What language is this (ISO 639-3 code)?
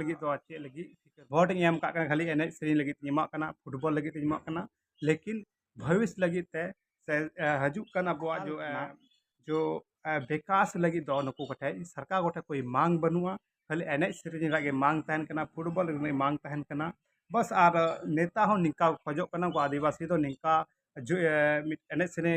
sat